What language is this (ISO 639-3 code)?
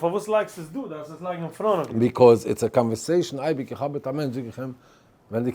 yid